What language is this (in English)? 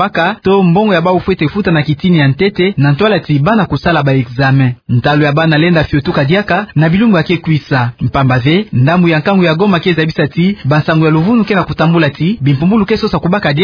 Kituba (Democratic Republic of Congo)